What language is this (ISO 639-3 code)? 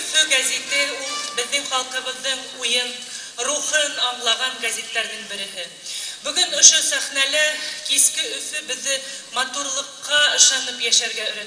bak